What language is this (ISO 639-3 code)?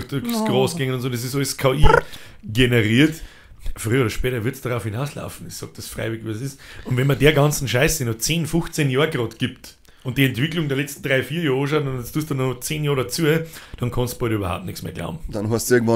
bar